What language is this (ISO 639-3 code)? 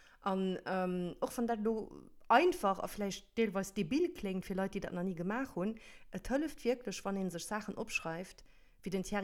ltz